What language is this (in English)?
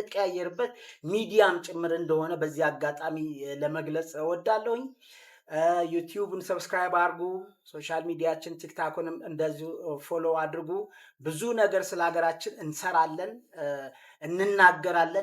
Amharic